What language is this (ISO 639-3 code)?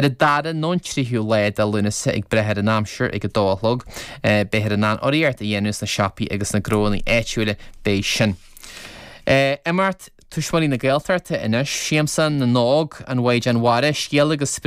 gle